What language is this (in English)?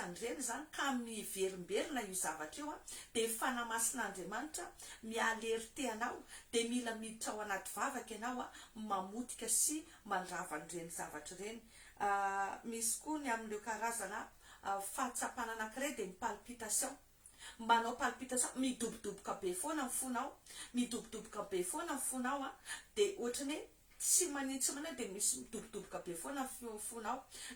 Malagasy